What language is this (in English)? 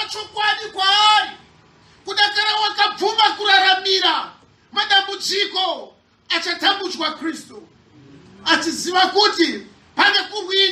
Shona